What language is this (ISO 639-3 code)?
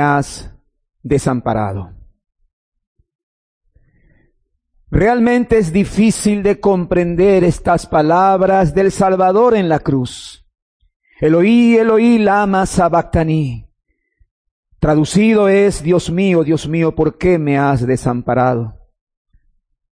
spa